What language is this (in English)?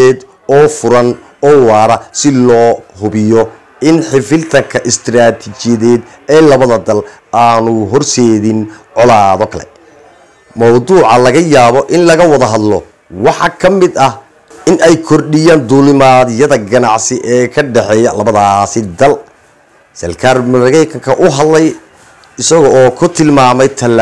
Somali